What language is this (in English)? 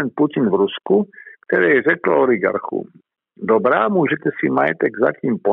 Czech